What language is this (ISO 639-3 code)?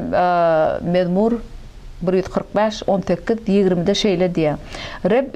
tuk